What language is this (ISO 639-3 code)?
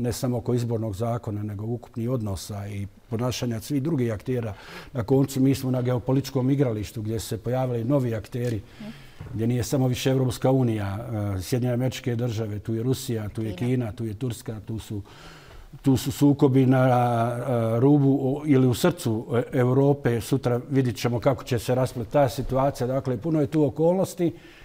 bos